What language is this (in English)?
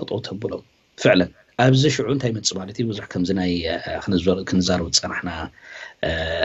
Tigrinya